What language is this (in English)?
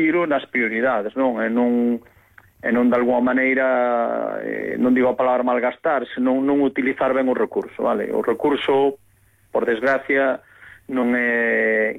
Galician